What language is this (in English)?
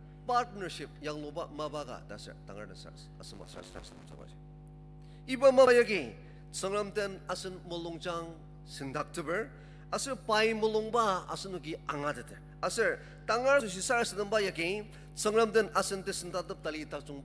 Ao Naga